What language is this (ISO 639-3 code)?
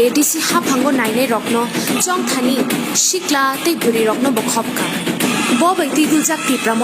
trp